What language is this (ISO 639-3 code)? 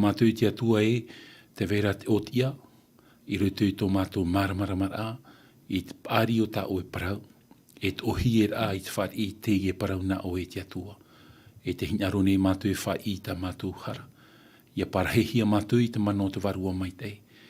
tah